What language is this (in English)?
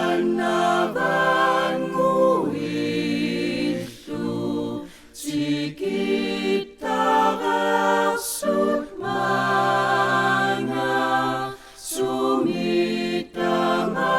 Kalaallisut